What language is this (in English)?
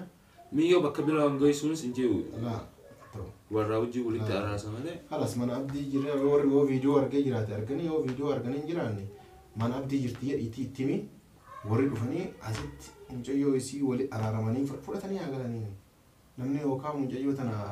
Oromo